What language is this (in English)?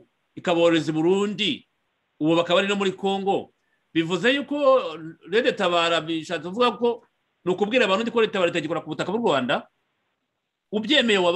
Kinyarwanda